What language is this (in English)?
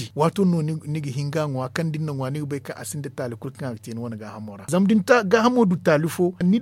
Zarma